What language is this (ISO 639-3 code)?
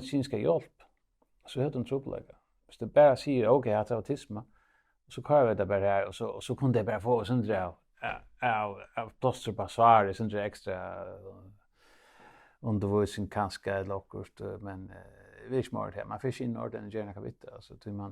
fao